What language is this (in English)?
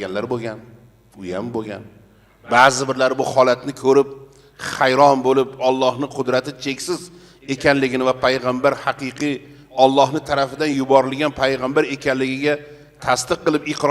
Uzbek